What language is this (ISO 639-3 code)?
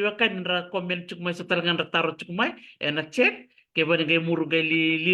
fij